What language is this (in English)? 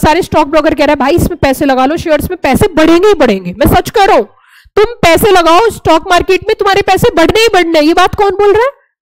Hindi